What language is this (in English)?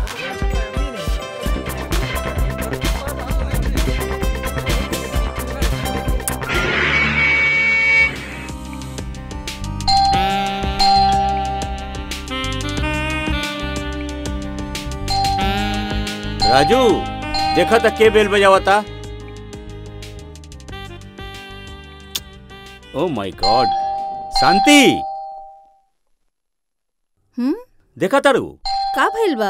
Bhojpuri